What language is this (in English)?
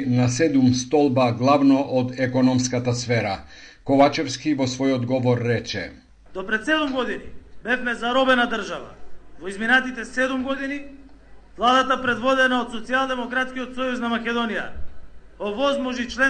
Macedonian